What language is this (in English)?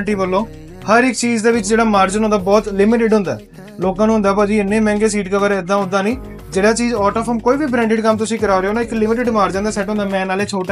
Punjabi